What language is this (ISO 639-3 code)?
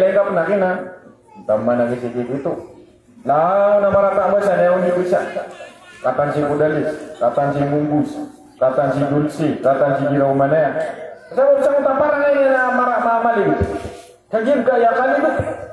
mrw